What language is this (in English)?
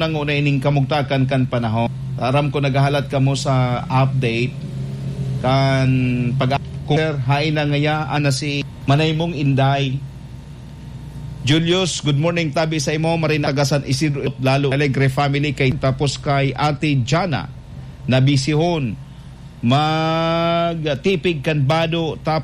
Bikol